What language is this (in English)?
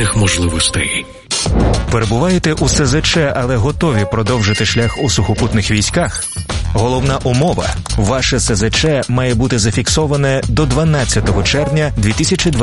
Ukrainian